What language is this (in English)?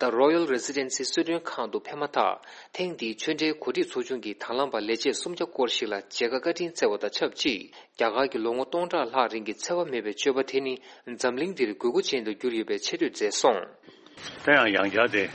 Tibetan